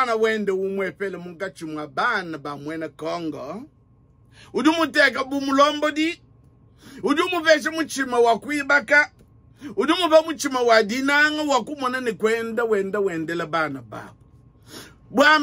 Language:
Luba-Lulua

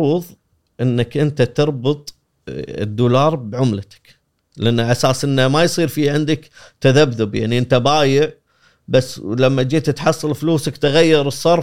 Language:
Gulf Arabic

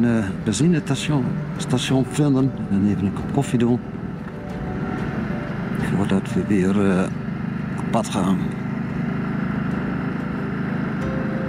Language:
Dutch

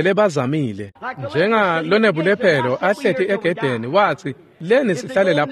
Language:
Swati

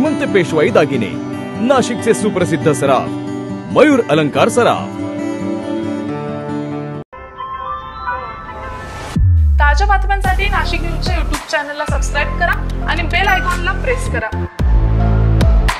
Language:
Marathi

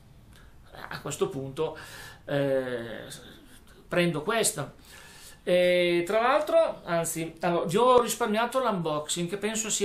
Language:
Italian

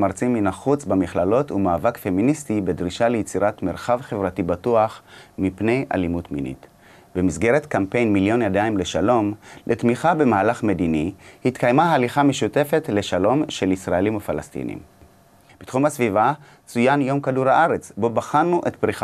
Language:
Hebrew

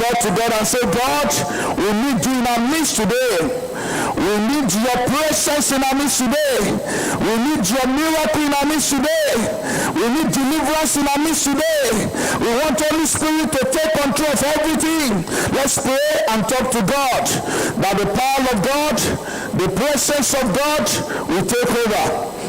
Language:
Ewe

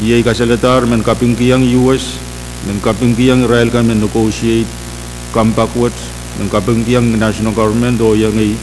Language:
Pohnpeian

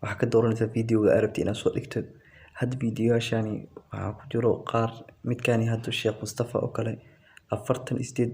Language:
Somali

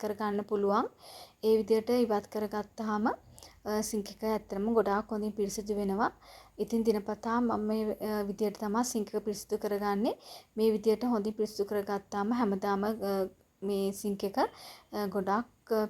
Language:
Sinhala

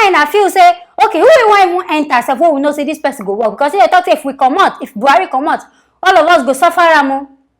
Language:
Nigerian Pidgin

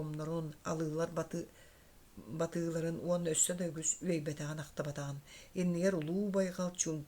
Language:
Yakut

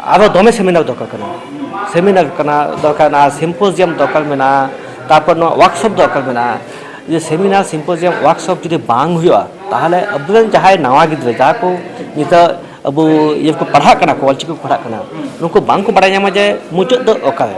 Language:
Santali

